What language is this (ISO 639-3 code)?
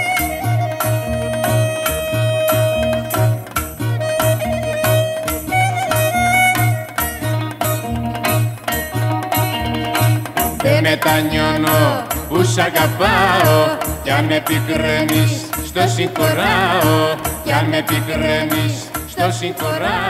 ell